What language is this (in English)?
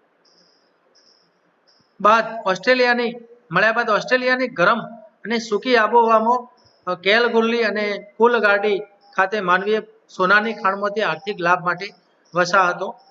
Gujarati